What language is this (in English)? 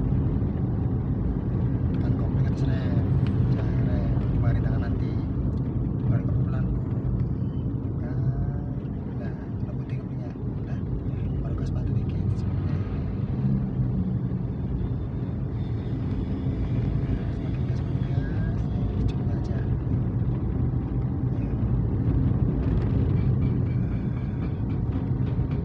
Indonesian